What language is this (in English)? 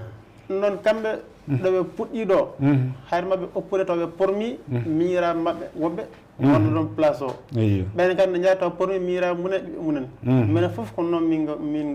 Fula